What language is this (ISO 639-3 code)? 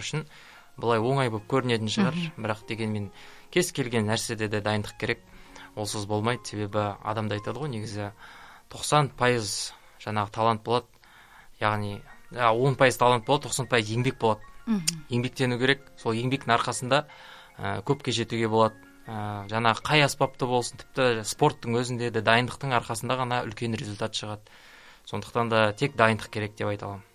kaz